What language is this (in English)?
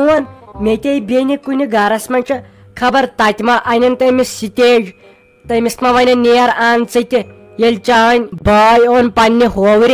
Kashmiri